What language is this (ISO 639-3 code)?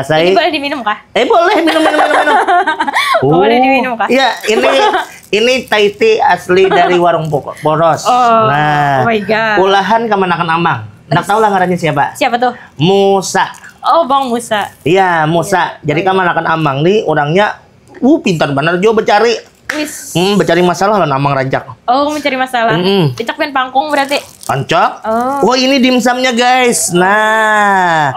bjn